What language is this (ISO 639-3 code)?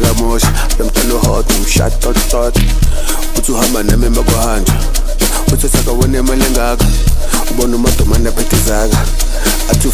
zul